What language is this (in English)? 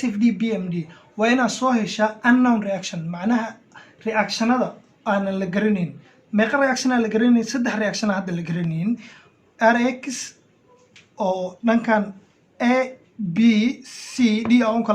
Somali